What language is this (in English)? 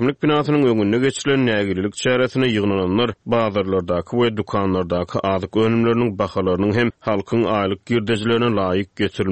Turkmen